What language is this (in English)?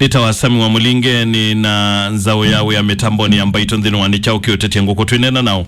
Kamba